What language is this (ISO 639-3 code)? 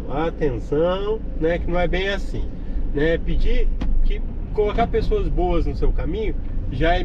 por